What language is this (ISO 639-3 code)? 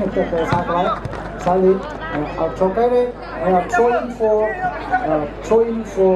nmf